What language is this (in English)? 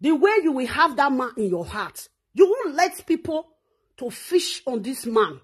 Nigerian Pidgin